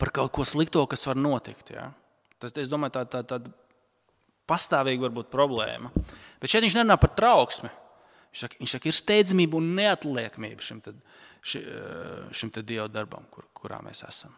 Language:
Latvian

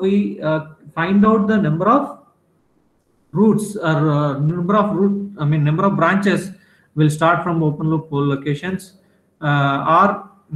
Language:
English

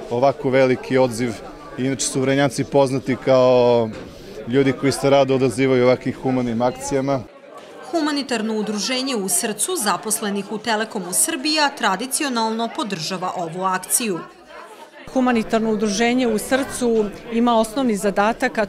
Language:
Serbian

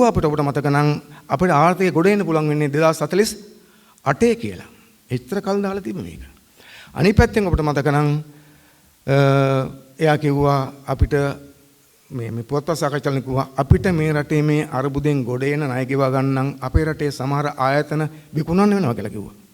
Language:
Sinhala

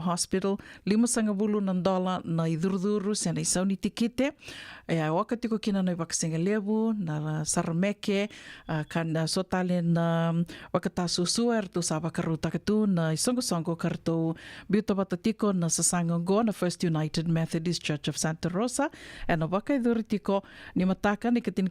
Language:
Fijian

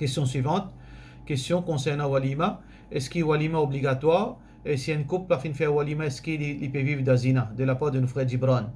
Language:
Morisyen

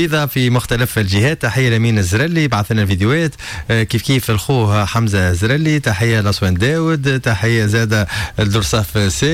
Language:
Tunisian Arabic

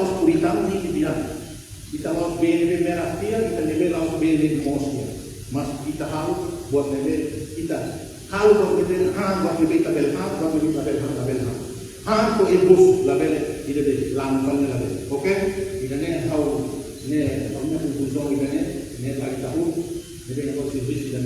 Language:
Tetum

